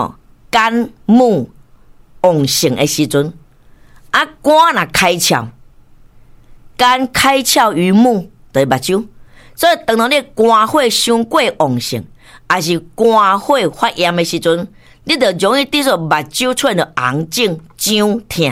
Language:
Min Nan Chinese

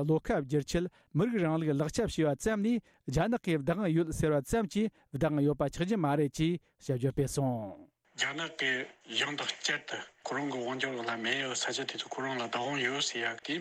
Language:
Tibetan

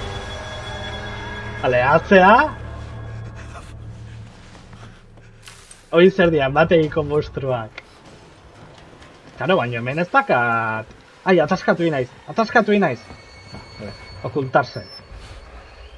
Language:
Basque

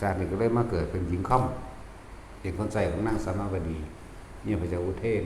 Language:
Northeastern Thai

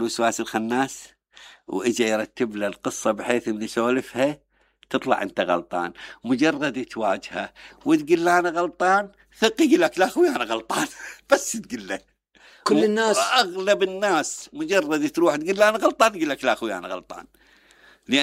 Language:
Mesopotamian Arabic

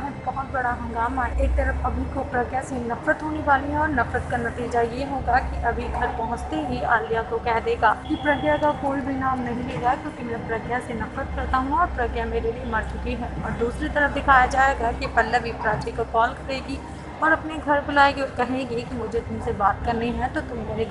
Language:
Hindi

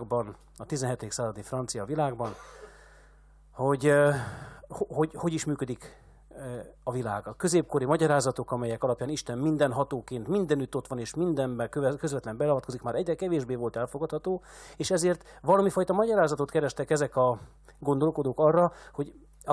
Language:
Hungarian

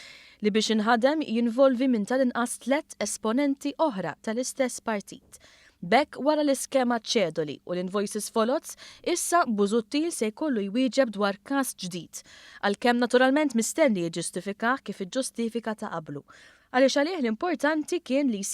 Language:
Maltese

